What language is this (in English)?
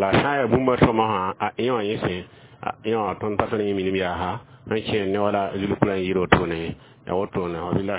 Mossi